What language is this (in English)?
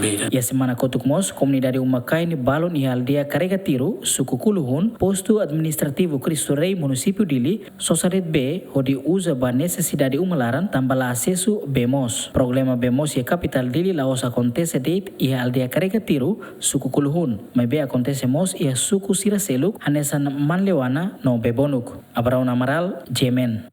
Tetum